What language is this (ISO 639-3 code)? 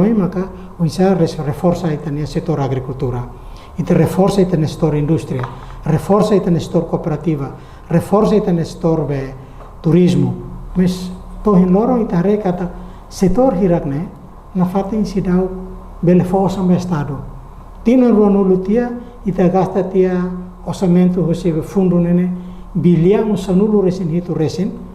tet